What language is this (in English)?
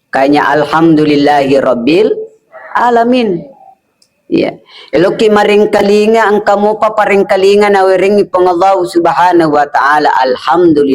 Buginese